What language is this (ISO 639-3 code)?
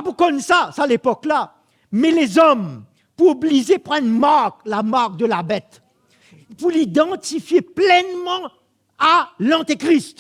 mfe